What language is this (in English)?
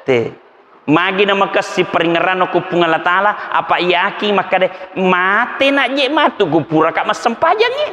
Buginese